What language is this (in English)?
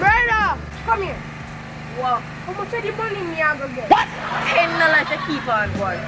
Jamaican Creole English